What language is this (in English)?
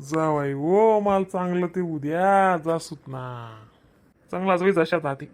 Khandesi